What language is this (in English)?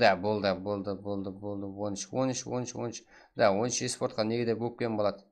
Kara-Kalpak